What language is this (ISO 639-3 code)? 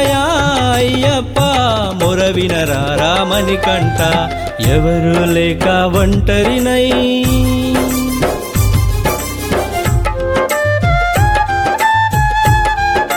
tel